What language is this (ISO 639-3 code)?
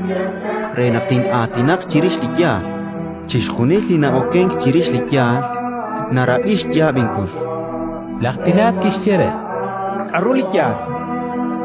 kek